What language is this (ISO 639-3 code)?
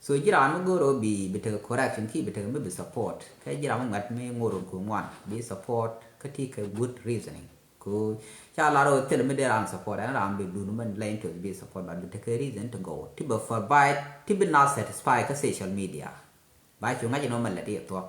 nus